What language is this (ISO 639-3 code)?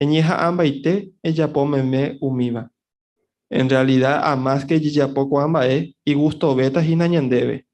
grn